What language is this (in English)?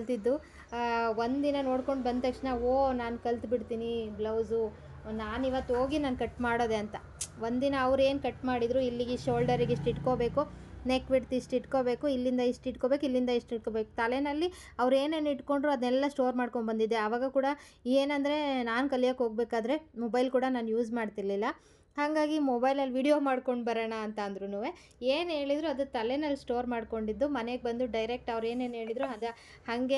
Kannada